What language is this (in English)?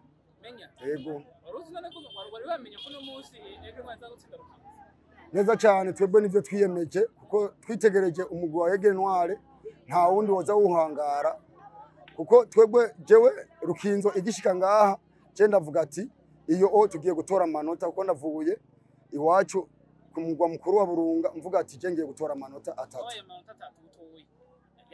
Rundi